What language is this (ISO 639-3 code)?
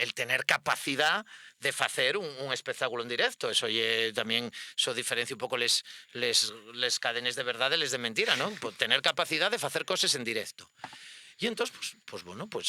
ast